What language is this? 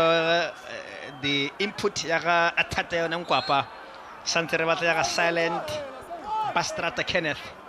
Tswana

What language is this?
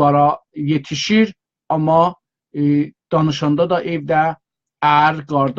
South Azerbaijani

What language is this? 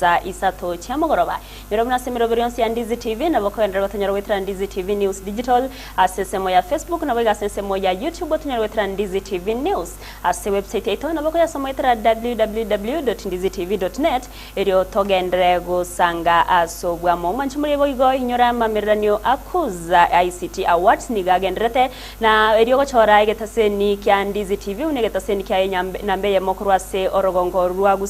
Gusii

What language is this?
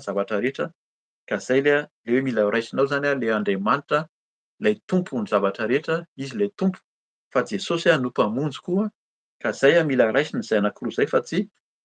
Malagasy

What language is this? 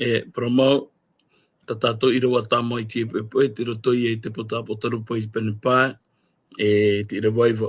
Tahitian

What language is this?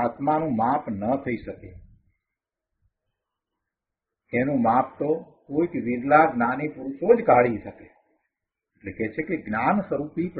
Gujarati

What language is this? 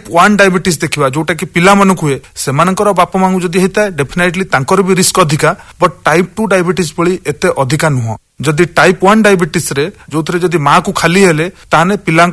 Odia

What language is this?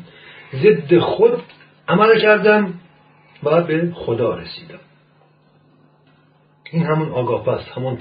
Persian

